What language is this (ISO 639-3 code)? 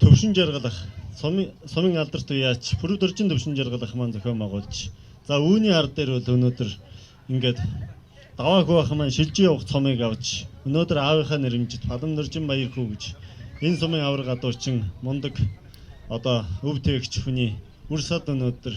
mon